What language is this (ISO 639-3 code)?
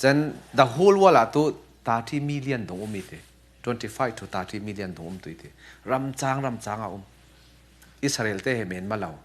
cfm